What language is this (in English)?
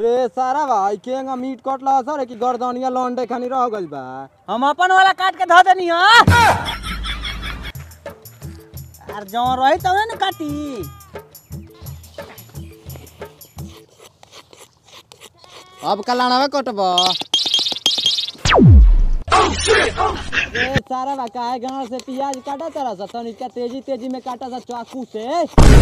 Bhojpuri